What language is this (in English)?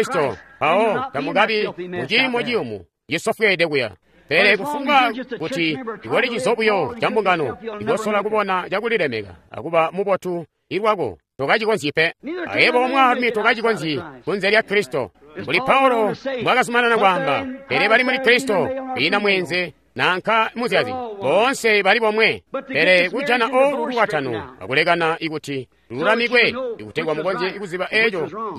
Tonga (Zambia)